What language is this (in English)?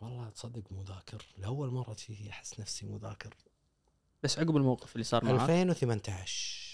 Gulf Arabic